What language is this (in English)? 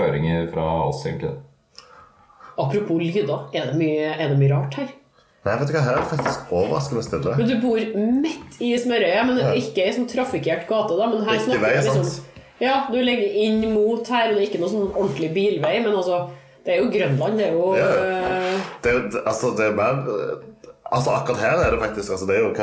Norwegian